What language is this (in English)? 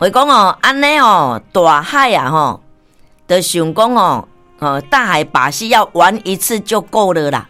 Min Nan Chinese